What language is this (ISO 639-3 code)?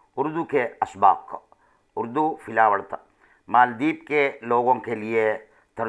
div